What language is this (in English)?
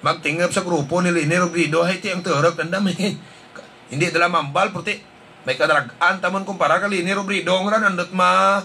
Hiligaynon